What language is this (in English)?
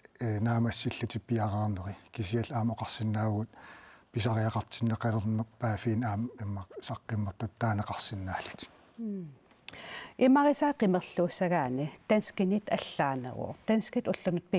Kalaallisut